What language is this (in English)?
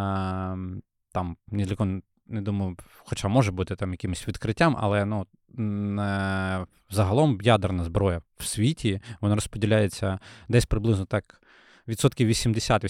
Ukrainian